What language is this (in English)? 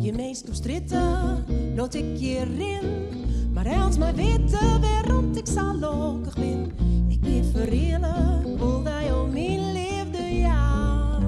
Western Frisian